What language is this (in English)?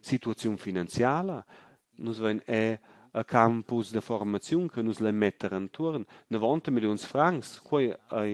Romansh